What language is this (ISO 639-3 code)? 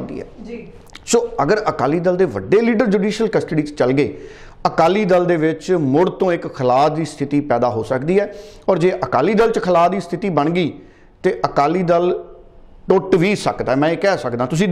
pan